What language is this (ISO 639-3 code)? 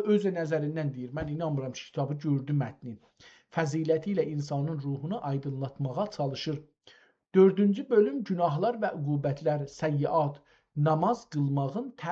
azb